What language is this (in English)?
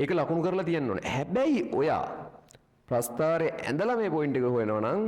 Sinhala